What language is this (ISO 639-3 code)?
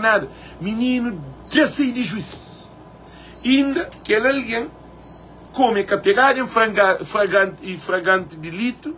kea